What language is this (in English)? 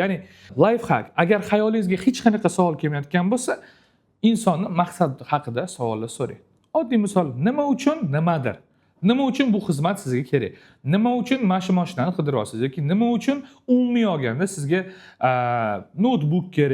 Uzbek